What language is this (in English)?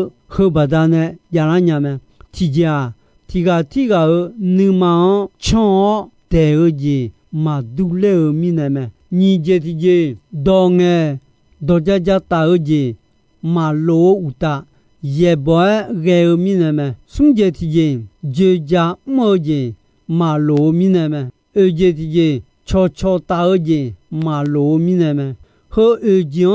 Akha